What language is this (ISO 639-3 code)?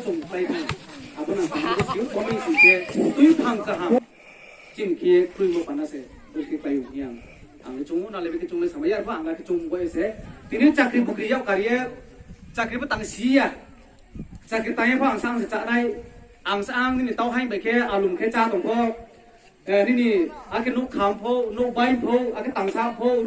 ria